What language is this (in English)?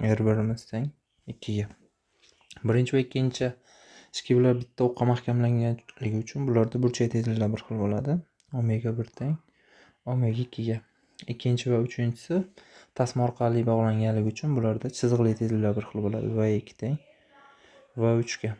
Uzbek